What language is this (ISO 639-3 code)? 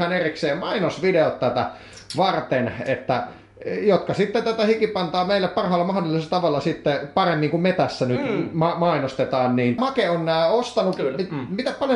fin